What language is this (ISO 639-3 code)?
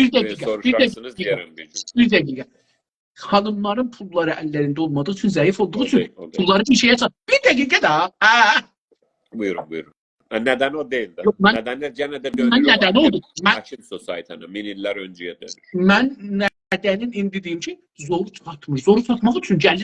azb